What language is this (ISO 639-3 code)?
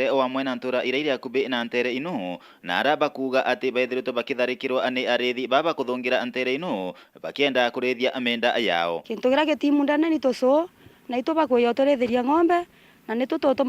mer